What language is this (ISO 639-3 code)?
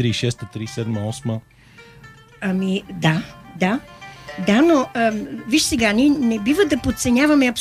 bul